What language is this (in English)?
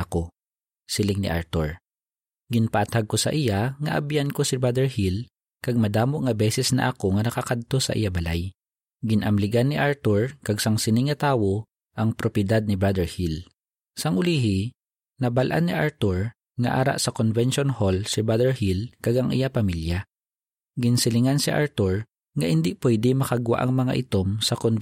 Hiligaynon